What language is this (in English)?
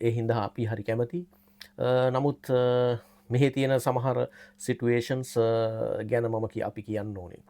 Sinhala